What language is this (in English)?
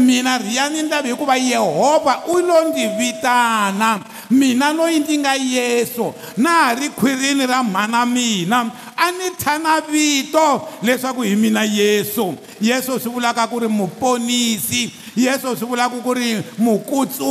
Tsonga